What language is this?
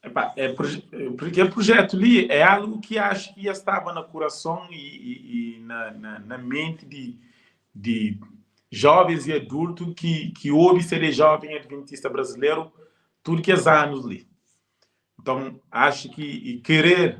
Kabuverdianu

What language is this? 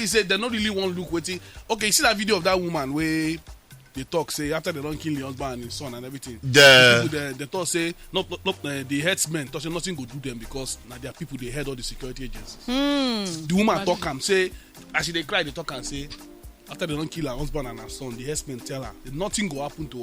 Nigerian Pidgin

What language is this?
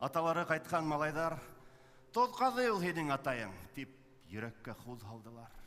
Bashkir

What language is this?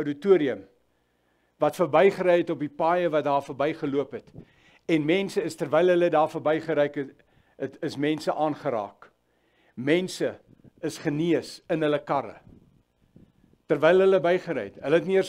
Afrikaans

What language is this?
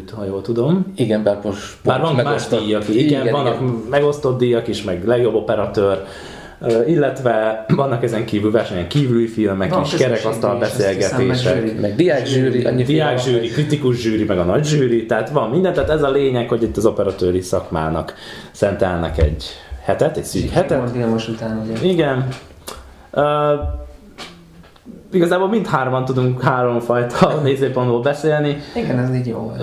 Hungarian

